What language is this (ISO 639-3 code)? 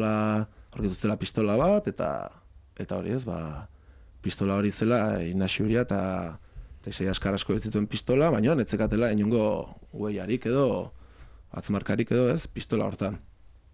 eus